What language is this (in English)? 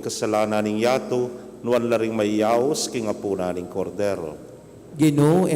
Pampanga